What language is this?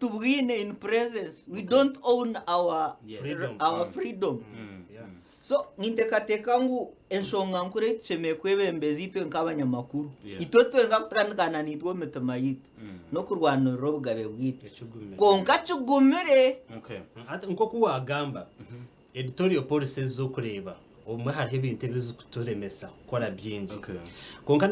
Nyankole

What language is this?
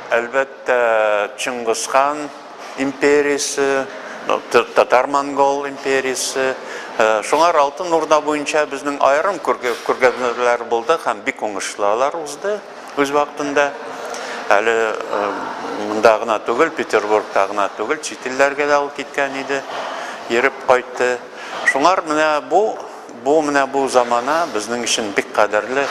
Tatar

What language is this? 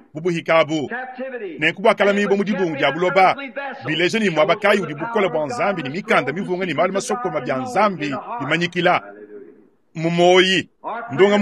Luba-Lulua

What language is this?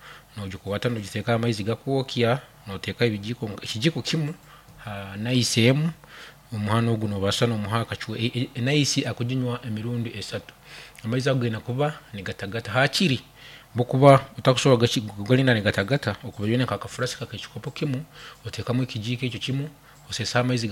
Nyankole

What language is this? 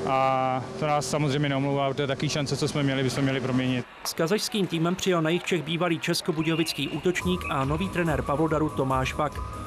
Czech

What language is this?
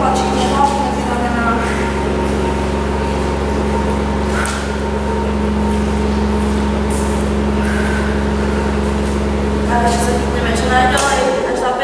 Slovak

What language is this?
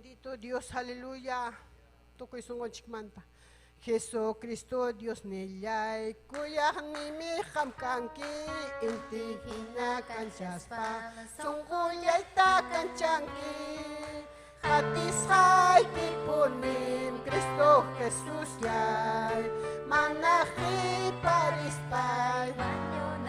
Ayacucho Quechua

